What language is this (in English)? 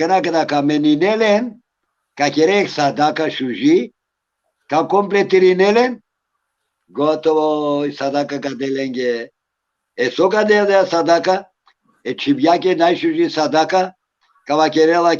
Balkan Romani